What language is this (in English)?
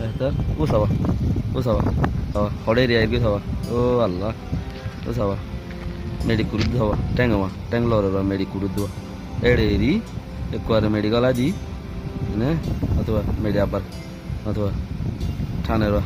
Rohingya